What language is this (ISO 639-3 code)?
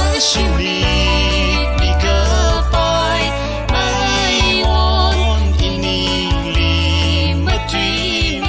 nmf